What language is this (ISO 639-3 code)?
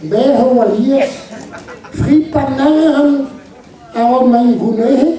bre